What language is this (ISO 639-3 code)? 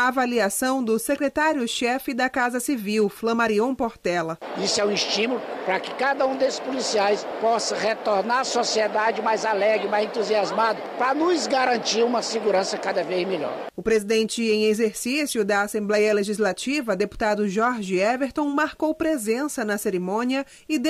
por